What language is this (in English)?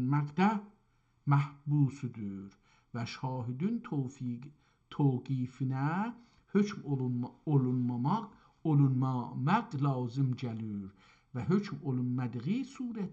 South Azerbaijani